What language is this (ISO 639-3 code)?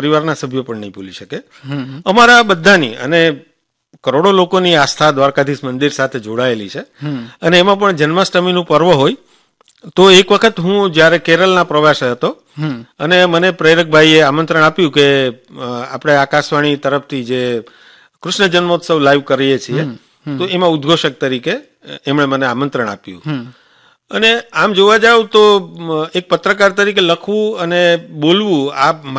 guj